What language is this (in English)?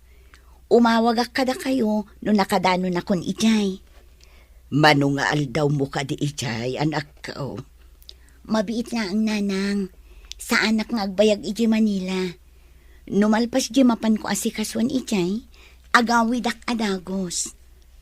Iloko